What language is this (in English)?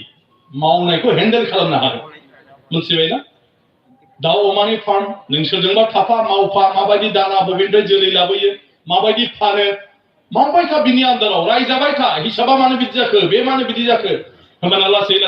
Bodo